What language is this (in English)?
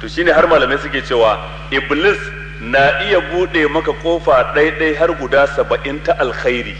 Hausa